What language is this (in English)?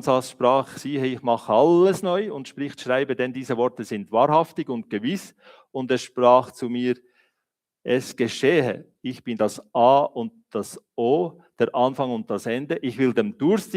Swiss German